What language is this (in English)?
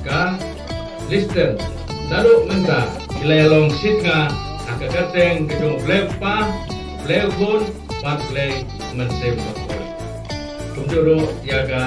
Khasi